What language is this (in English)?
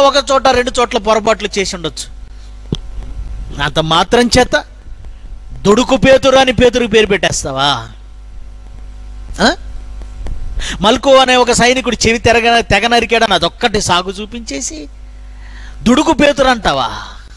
Telugu